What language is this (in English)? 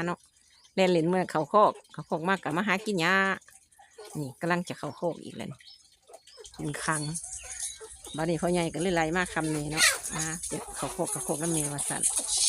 Lao